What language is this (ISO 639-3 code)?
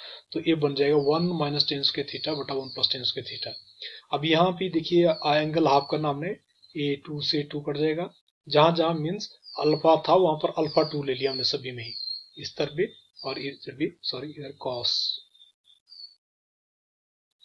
hin